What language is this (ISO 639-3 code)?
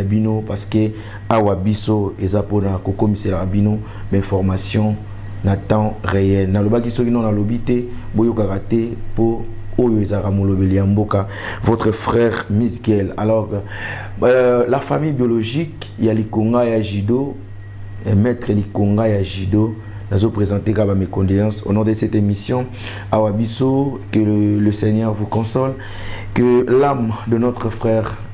lin